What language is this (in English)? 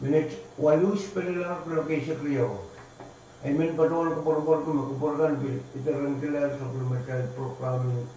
Pohnpeian